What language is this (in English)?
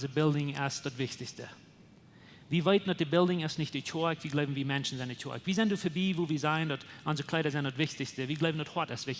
Plautdietsch